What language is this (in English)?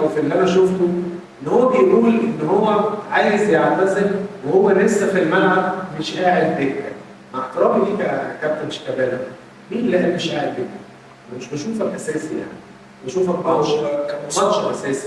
Egyptian Arabic